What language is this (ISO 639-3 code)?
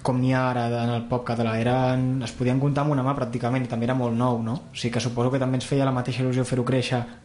cat